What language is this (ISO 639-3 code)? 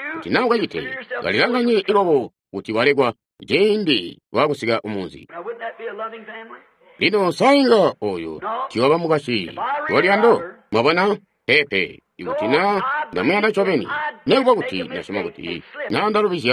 toi